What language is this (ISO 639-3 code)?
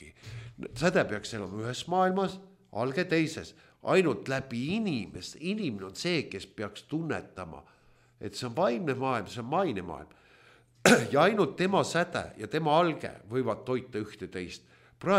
est